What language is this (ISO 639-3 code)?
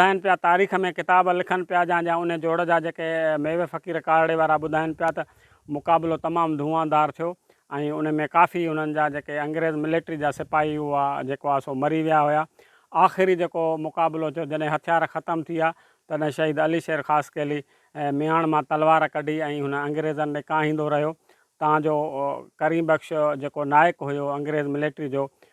snd